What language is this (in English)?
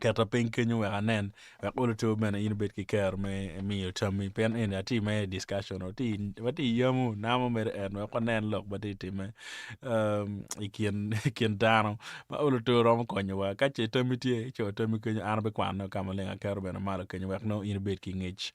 Acoli